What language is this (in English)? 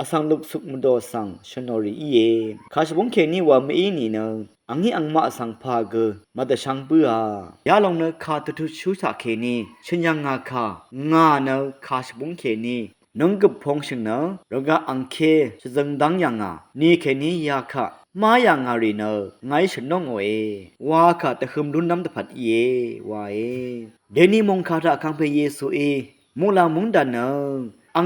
Rawang